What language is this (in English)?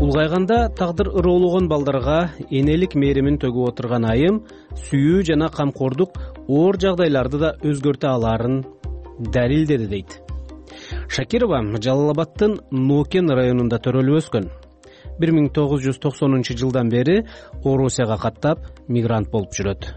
Kyrgyz